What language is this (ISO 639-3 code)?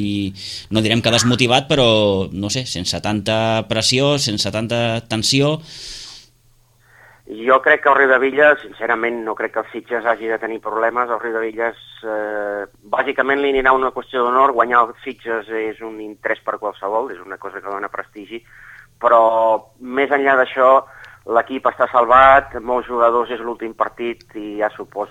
cat